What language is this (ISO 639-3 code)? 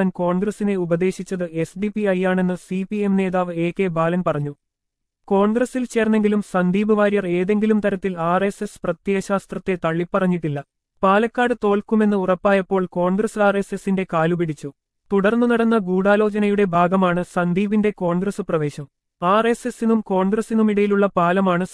mal